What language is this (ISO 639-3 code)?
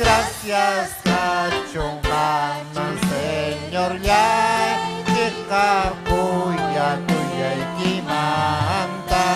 quy